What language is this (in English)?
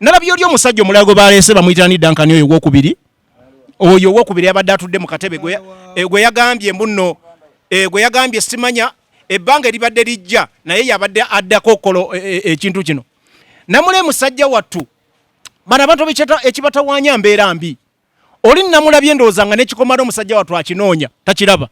Ganda